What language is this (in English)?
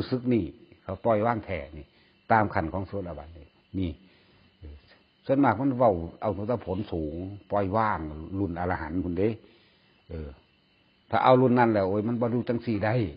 Northeastern Thai